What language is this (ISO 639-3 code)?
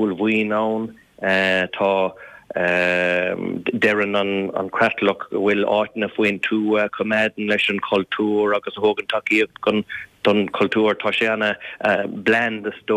gle